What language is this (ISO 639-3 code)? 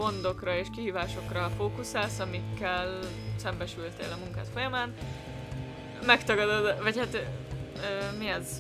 hun